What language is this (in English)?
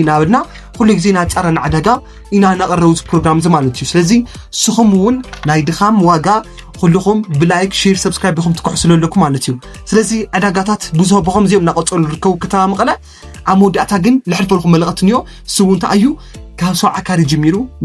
Tigrinya